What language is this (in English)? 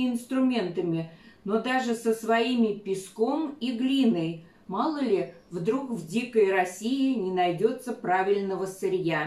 Russian